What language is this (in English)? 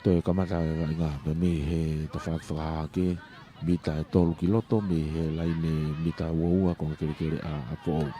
Tongan